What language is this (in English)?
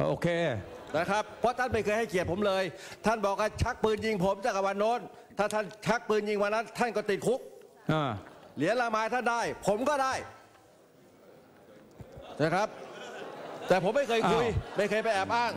Thai